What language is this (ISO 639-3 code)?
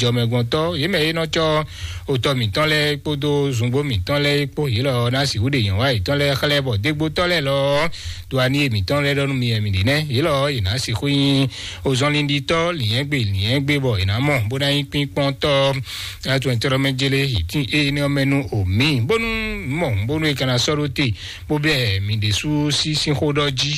fon